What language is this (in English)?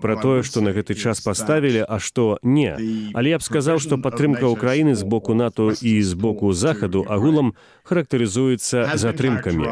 Belarusian